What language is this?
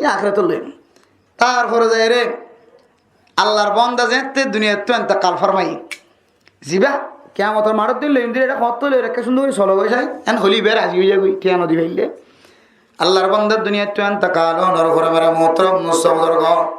Rohingya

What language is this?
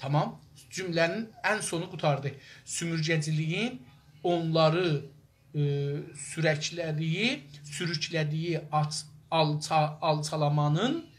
South Azerbaijani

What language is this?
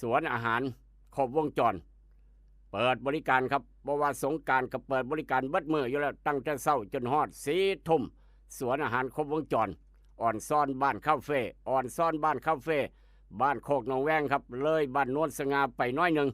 Northeastern Thai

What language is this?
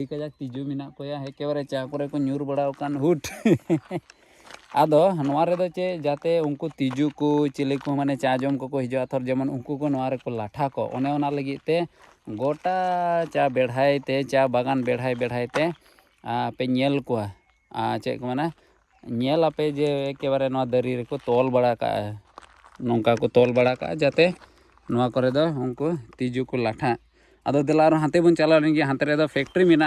Santali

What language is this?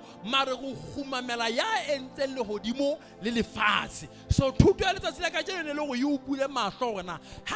Southern Sotho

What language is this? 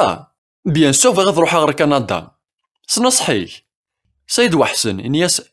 Kabyle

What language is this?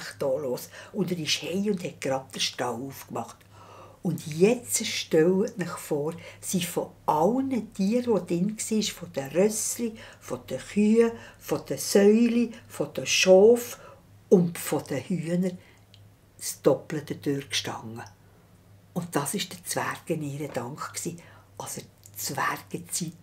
Swiss German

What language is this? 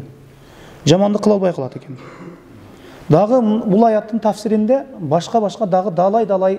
Kyrgyz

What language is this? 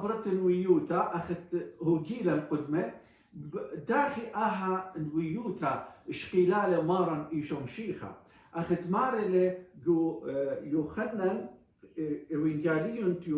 Assyrian Neo-Aramaic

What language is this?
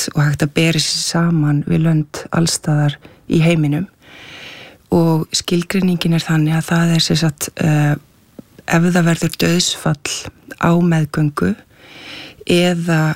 Icelandic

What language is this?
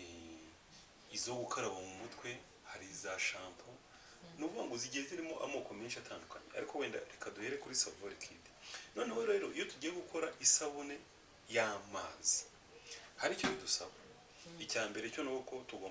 Kinyarwanda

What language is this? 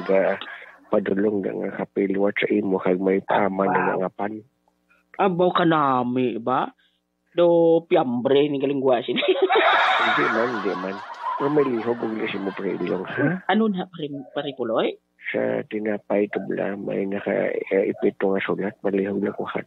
Hiligaynon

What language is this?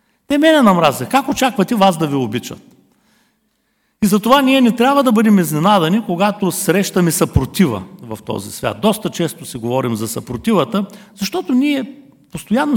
Bulgarian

